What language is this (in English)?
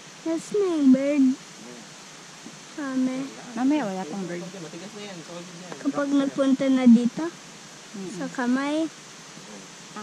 Filipino